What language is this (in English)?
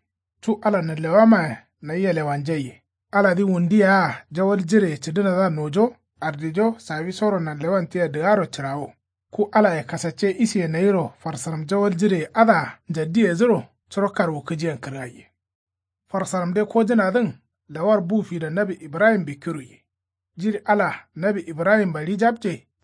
Kanuri